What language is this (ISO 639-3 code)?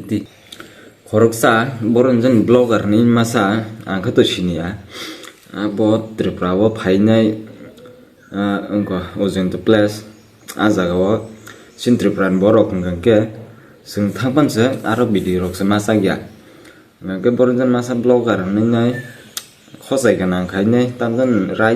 trp